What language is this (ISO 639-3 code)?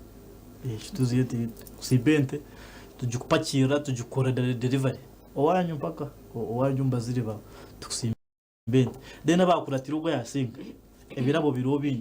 nyn